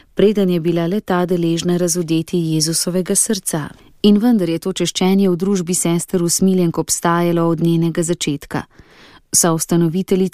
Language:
Slovenian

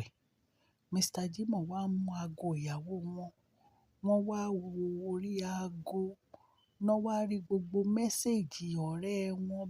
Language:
Yoruba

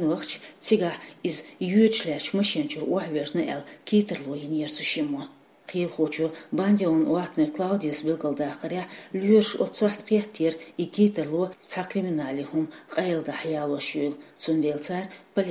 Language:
Chechen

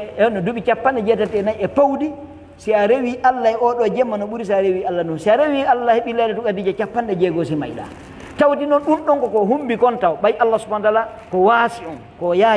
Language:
Fula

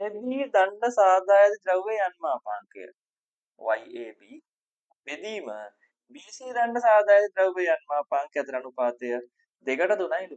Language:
Sinhala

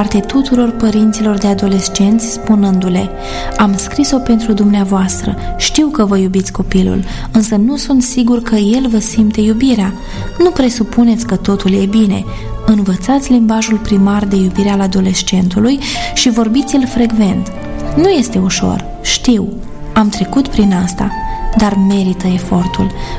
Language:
Romanian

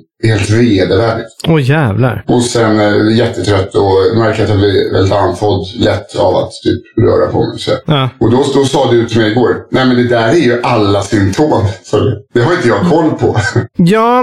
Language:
Swedish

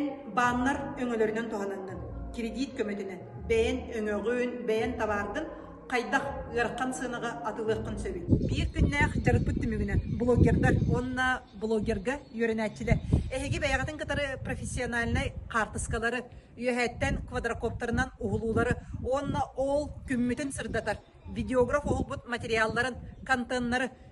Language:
Yakut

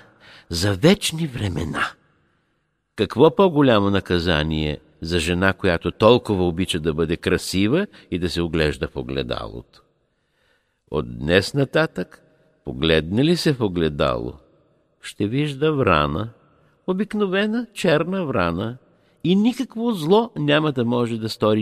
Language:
Bulgarian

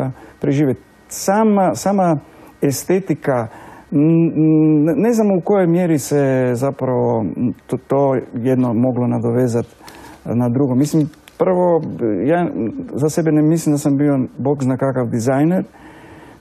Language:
Croatian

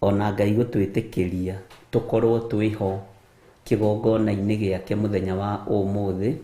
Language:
Kikuyu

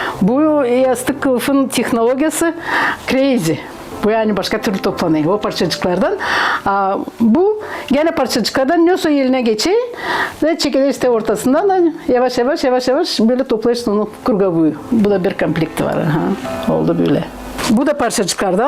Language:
Gagauz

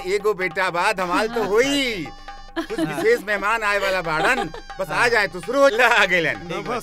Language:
Bhojpuri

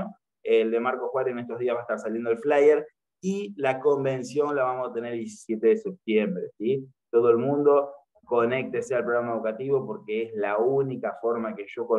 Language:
Spanish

